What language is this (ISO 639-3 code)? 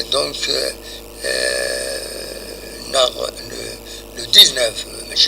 kab